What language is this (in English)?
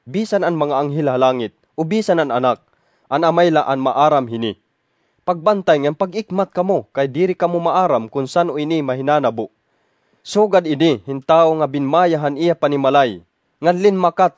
Waray